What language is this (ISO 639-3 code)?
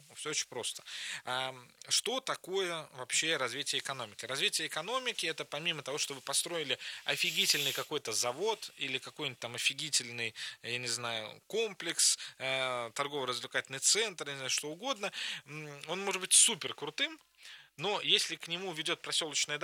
rus